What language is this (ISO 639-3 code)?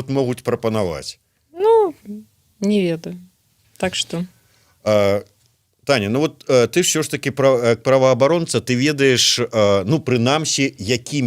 bel